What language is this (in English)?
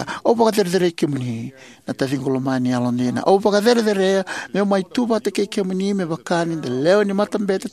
Fijian